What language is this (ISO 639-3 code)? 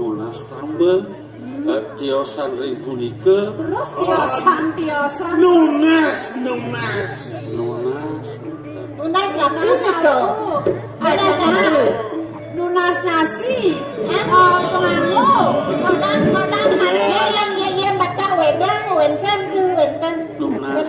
ban